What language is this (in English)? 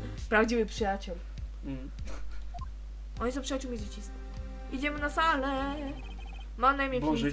Polish